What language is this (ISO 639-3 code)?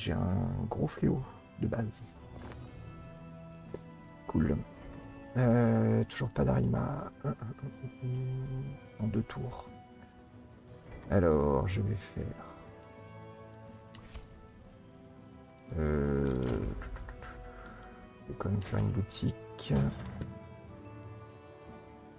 fra